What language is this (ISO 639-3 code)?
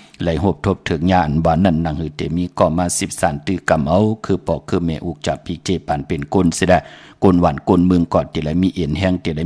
shn